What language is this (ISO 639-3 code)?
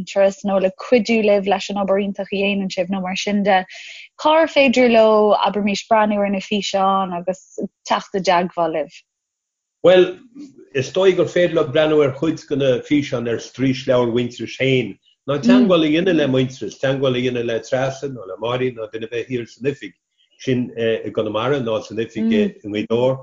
gle